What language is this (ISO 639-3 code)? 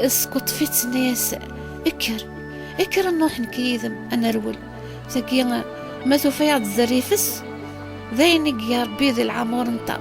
kab